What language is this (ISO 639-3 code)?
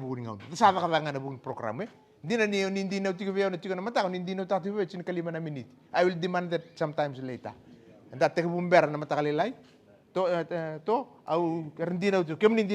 fij